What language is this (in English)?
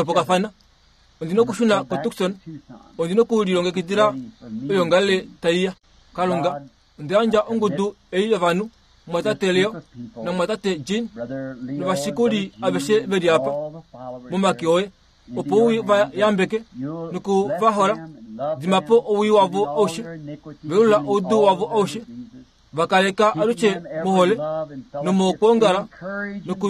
Kuanyama